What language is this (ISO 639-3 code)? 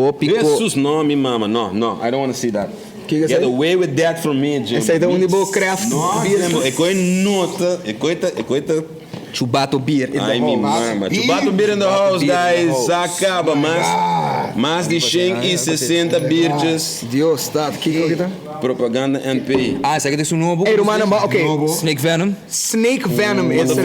pap